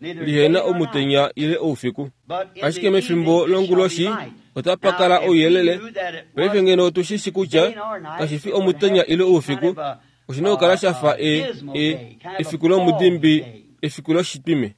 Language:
Kuanyama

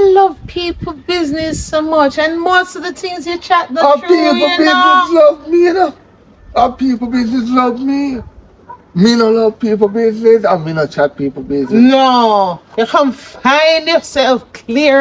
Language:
Jamaican Creole English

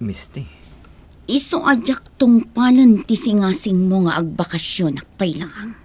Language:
Iloko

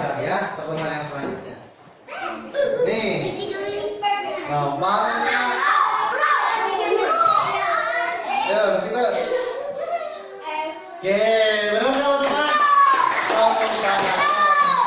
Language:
Indonesian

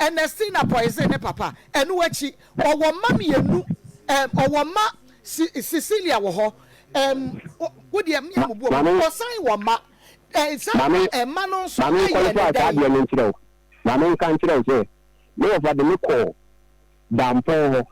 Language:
Akan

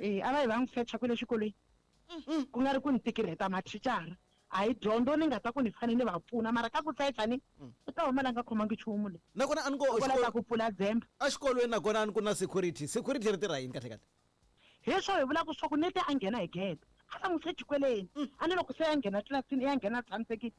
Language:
Tsonga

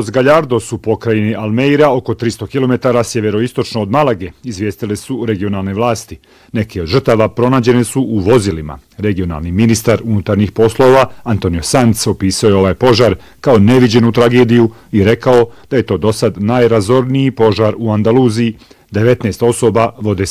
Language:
Bosnian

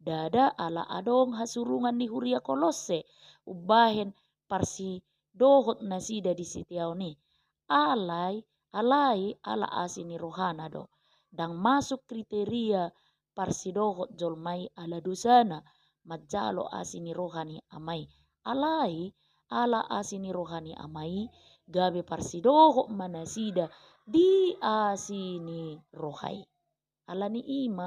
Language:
Batak Toba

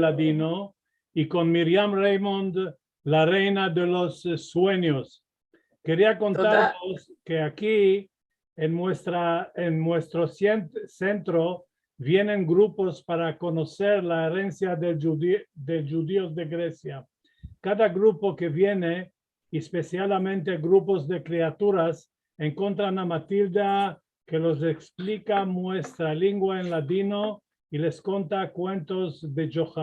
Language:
Ladino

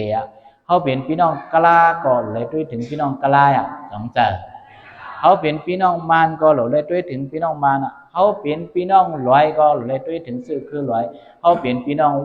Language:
Shan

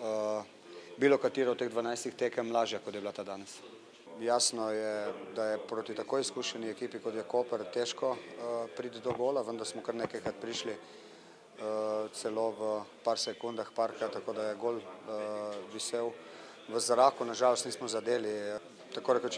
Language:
Slovenian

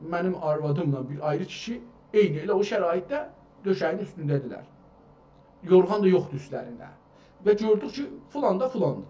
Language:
South Azerbaijani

